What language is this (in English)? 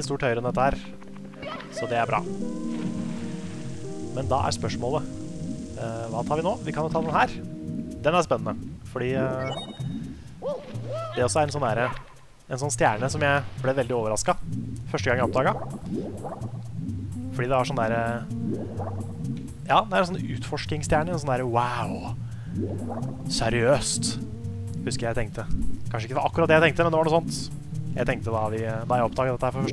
Norwegian